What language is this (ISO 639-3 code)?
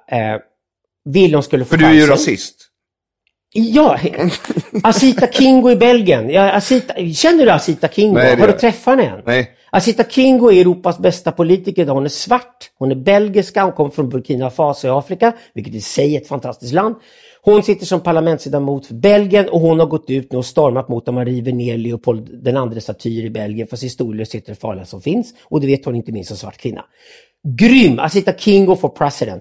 swe